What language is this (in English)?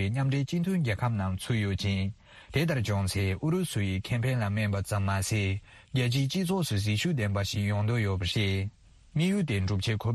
Tibetan